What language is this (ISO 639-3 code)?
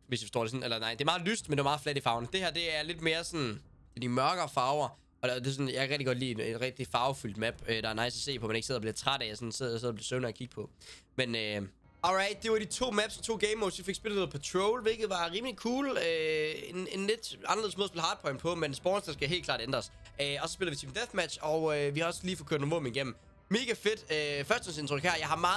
dan